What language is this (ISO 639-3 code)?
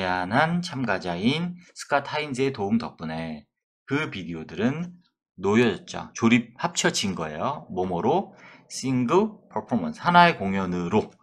kor